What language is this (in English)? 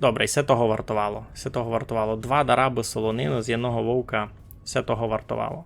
Rusyn